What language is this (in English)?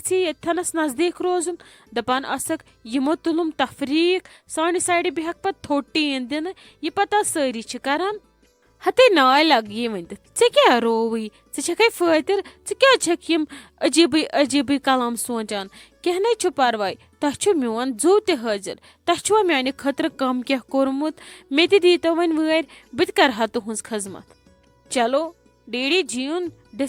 Kashmiri